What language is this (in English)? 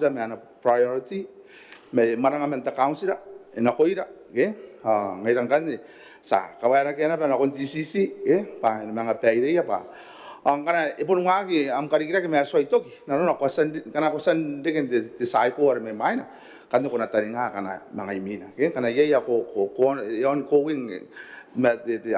Gilbertese